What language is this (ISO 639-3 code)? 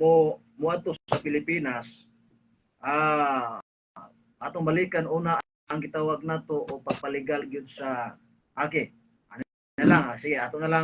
ceb